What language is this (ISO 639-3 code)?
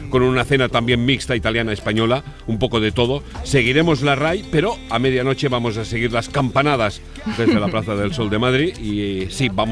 spa